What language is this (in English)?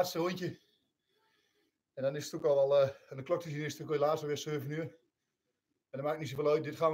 Dutch